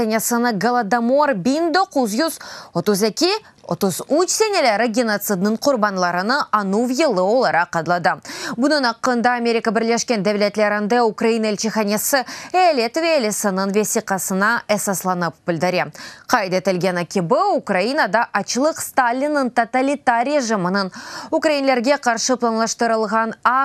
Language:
Crimean Tatar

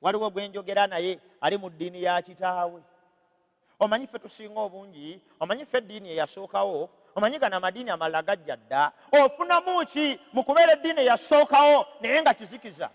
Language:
Ganda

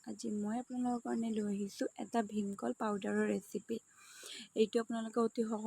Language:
Assamese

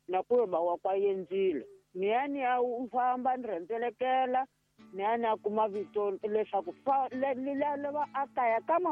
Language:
Tsonga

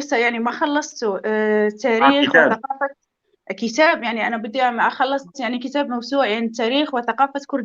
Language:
North Levantine Arabic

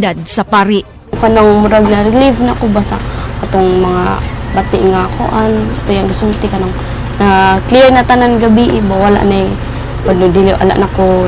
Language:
Cebuano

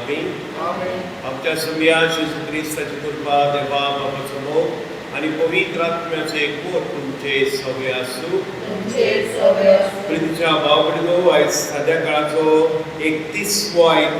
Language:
Konkani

